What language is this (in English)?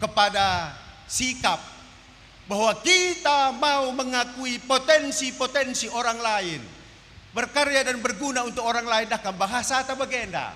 Batak Karo